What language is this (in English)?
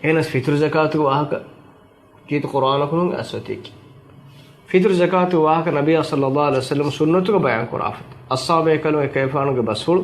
Divehi